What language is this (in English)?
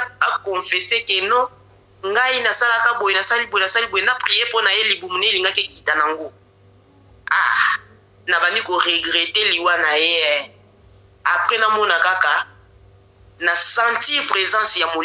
Lingala